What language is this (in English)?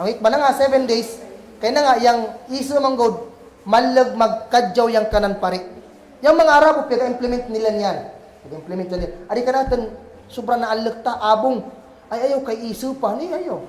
Kagan Kalagan